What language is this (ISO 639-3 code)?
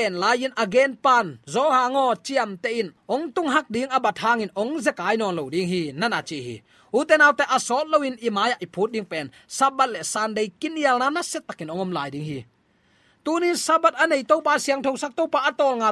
ctd